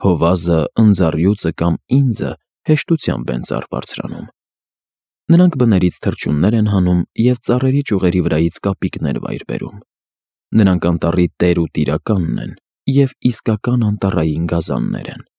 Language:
Armenian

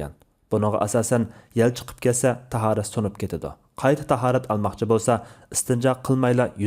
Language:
Uyghur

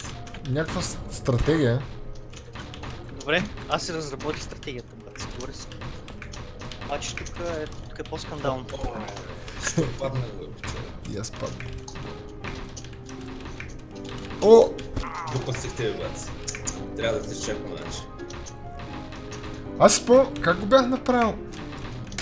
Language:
Bulgarian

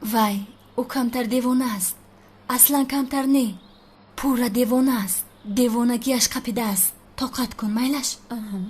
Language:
Tajik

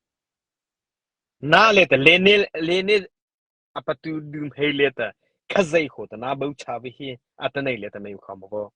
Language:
Mara Chin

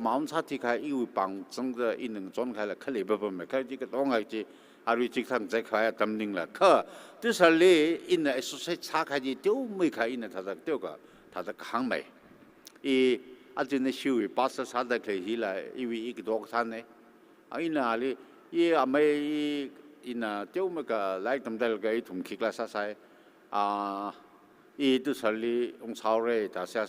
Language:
Tangkhul Naga (India)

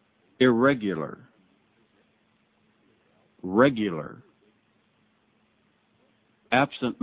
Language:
English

